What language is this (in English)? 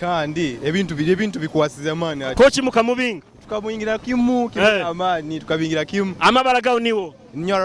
Nyoro